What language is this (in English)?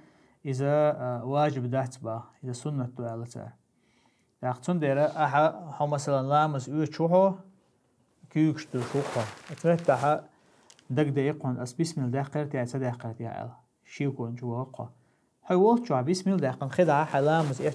Chechen